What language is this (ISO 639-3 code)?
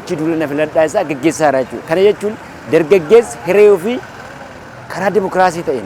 orm